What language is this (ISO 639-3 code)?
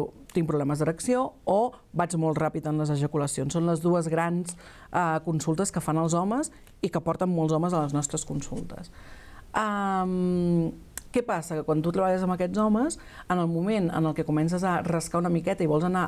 cat